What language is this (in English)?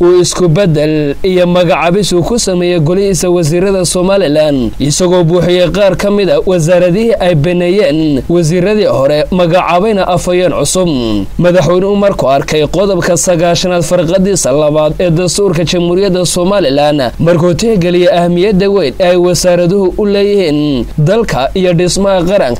Somali